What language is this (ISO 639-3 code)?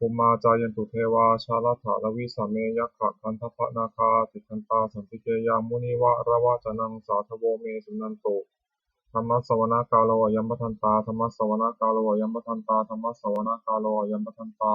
pli